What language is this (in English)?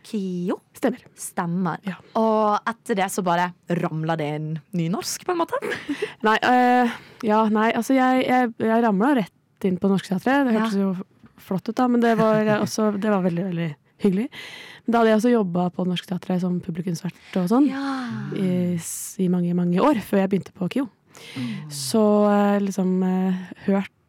Norwegian